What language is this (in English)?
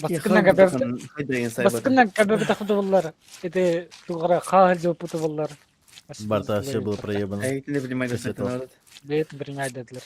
Yakut